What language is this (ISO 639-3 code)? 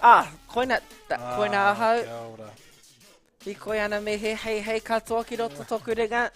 mri